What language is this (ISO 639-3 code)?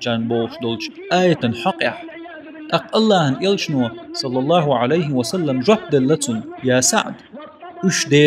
che